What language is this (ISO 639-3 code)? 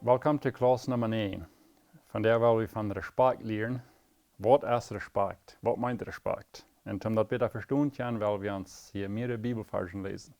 pdt